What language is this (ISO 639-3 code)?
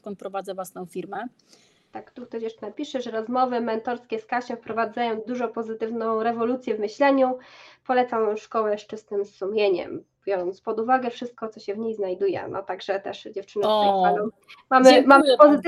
pol